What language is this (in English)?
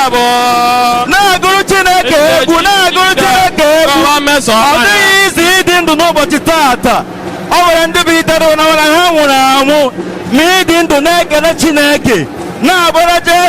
Igbo